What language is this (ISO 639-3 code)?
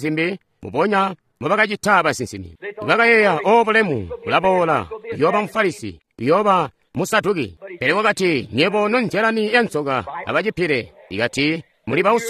toi